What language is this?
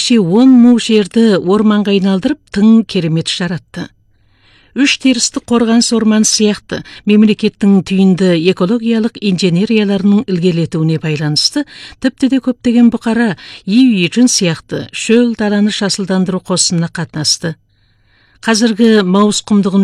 Kazakh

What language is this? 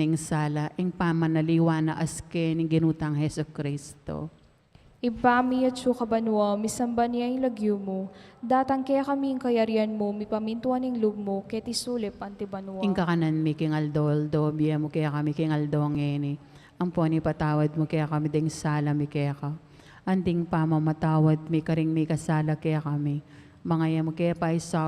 Pampanga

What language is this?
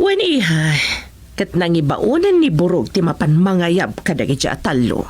Iloko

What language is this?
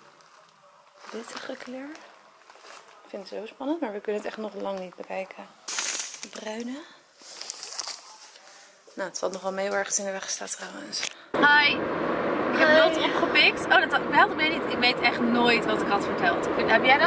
Dutch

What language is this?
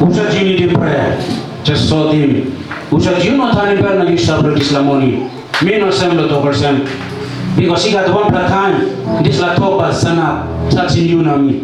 Tok Pisin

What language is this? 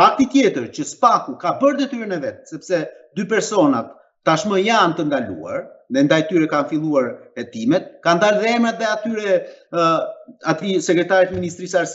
Albanian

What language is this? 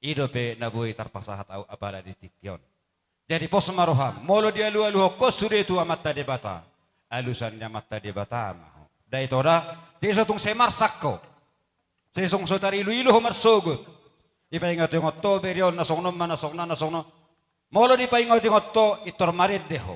Batak Toba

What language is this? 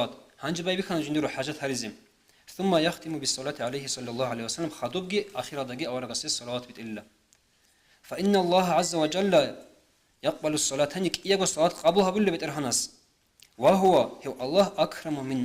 Avaric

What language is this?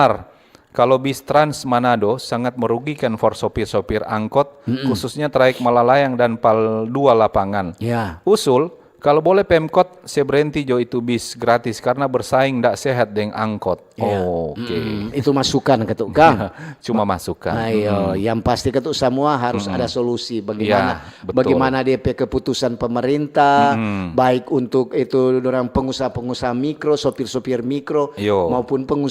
Manado Malay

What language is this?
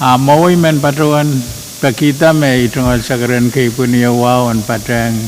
Pohnpeian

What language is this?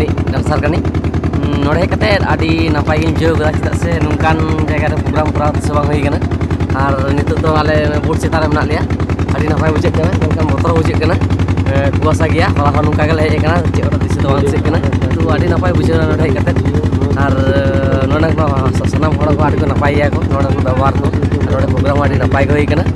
Santali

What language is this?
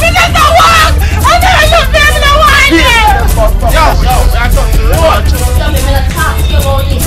Jamaican Creole English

